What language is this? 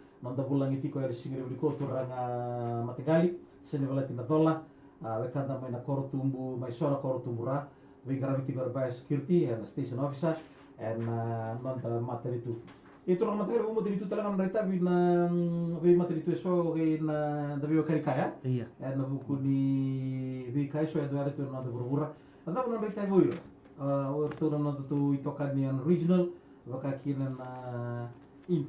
Fijian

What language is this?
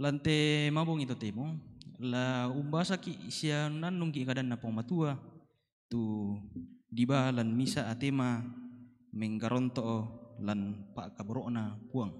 Toraja-Sa'dan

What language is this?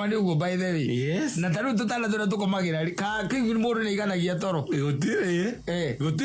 Kikuyu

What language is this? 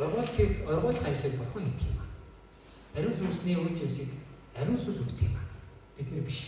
Mongolian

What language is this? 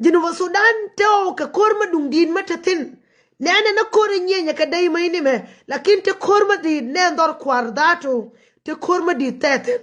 Nuer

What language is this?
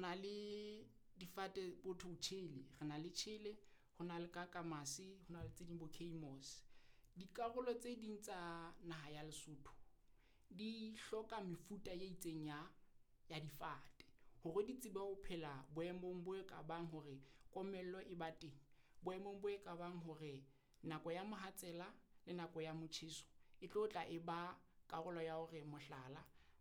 Southern Sotho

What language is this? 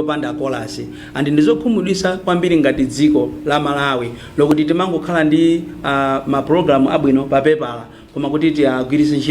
Nyanja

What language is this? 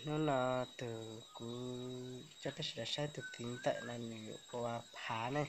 Hmong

